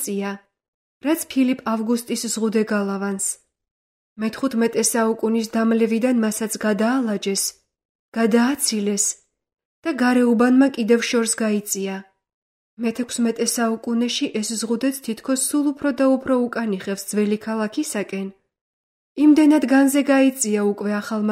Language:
Georgian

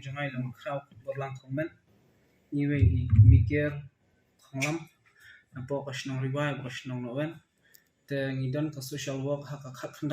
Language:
Khasi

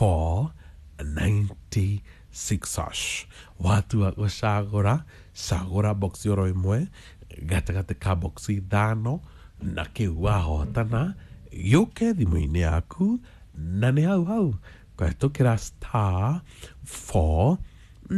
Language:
Kikuyu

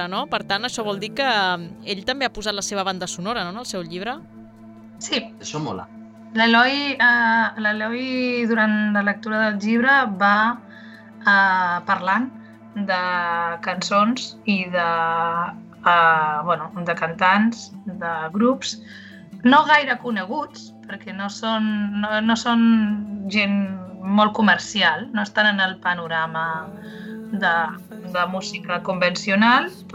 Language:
Catalan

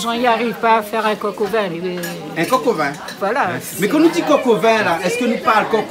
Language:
Réunion Creole French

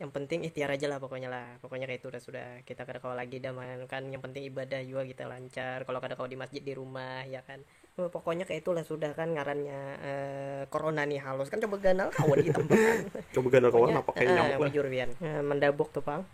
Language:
Banjar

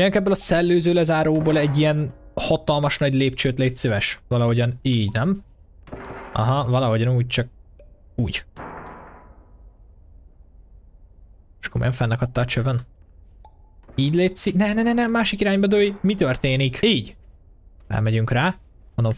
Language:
Hungarian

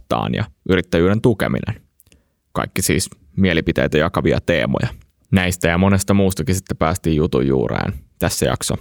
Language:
Finnish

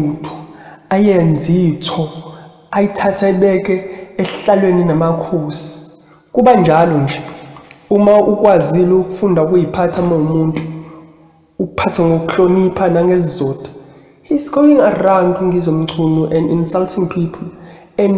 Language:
Zulu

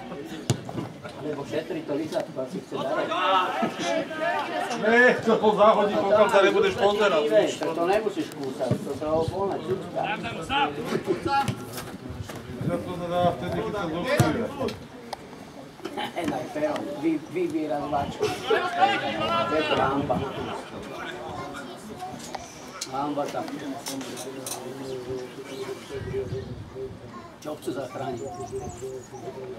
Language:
Slovak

